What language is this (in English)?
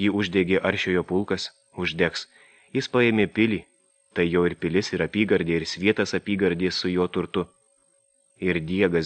Lithuanian